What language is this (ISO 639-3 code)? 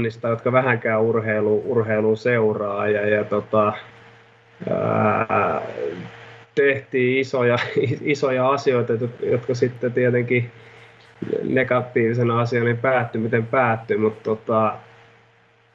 fin